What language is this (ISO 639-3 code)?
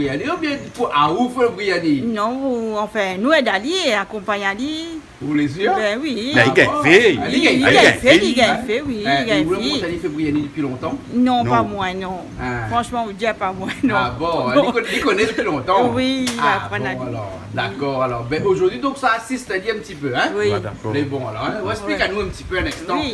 rcf